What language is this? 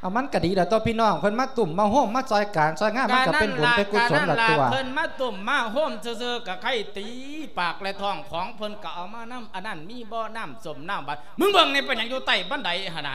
Lao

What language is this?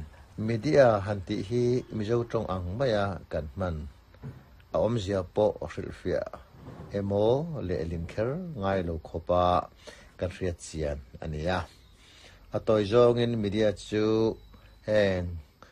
Mizo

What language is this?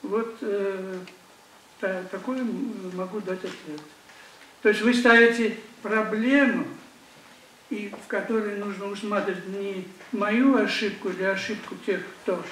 Russian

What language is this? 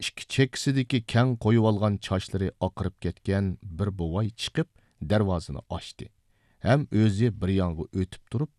Uyghur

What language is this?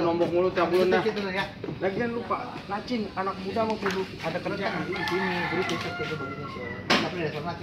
Betawi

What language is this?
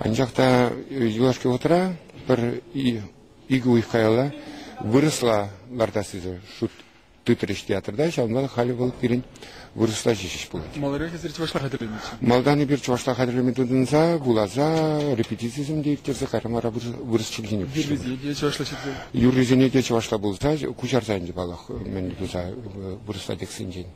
Chuvash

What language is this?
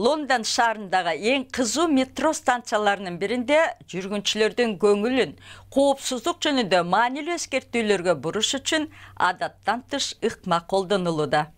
Kyrgyz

